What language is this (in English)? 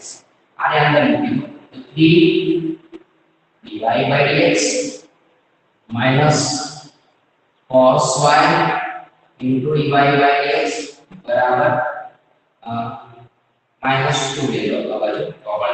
Gujarati